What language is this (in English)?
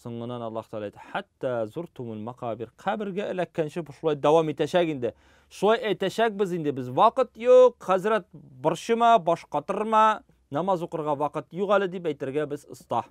Tatar